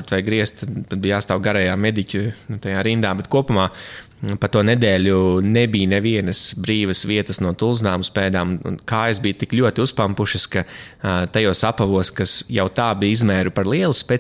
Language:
Latvian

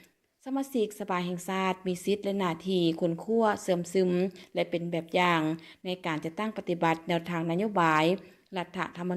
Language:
Lao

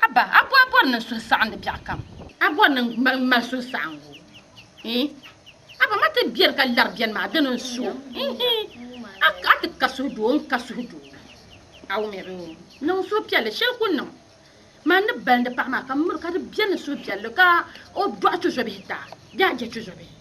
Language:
Dagbani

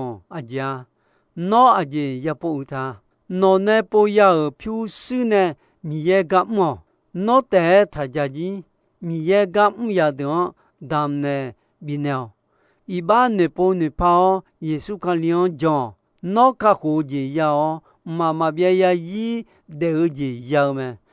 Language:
Akha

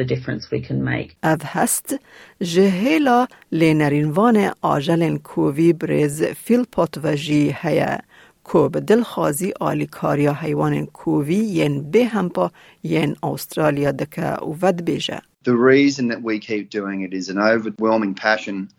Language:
Kurdish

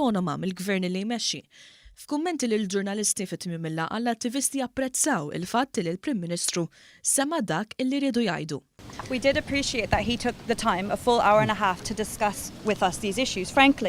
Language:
Maltese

